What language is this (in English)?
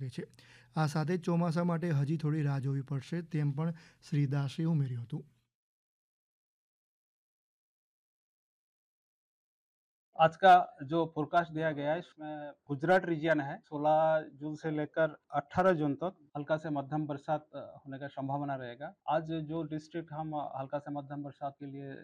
Gujarati